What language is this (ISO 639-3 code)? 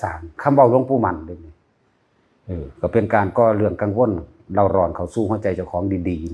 tts